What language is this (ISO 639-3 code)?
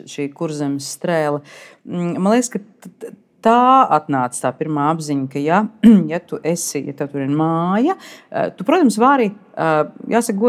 lav